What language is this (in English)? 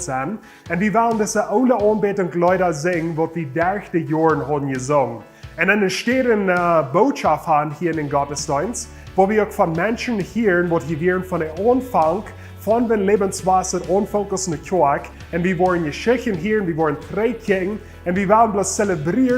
Plautdietsch